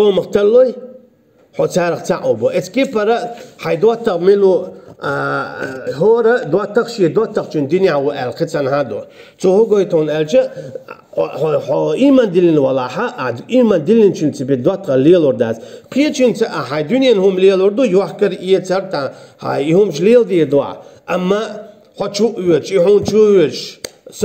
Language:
Chechen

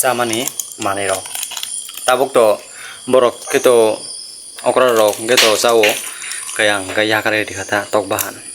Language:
Kok Borok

